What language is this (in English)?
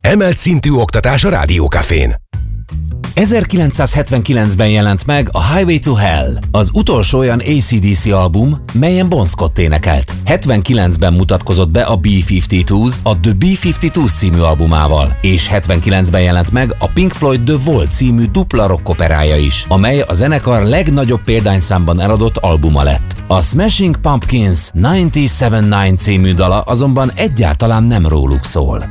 Hungarian